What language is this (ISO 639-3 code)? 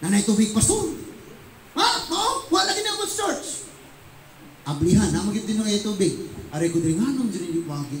ceb